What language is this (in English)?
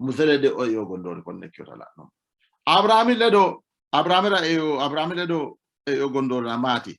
Sidamo